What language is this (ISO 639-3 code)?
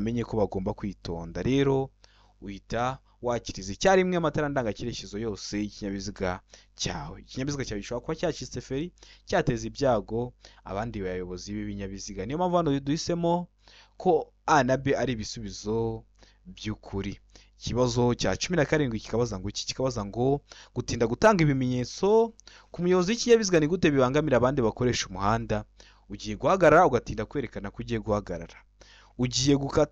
kin